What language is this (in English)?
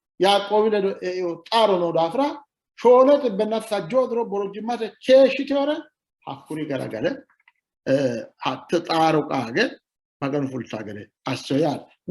Sidamo